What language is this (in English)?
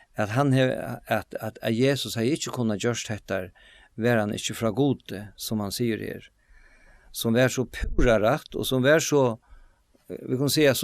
Faroese